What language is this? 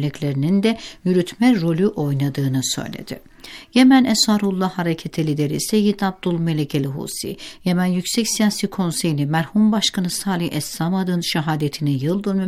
Turkish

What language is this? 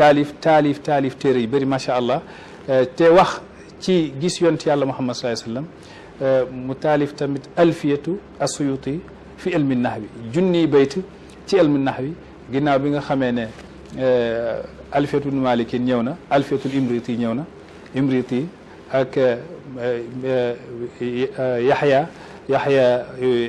Wolof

